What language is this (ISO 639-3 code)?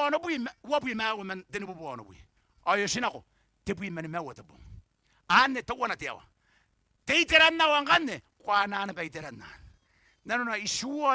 gil